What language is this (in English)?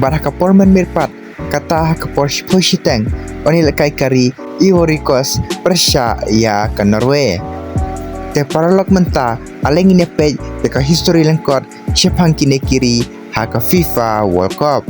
Khasi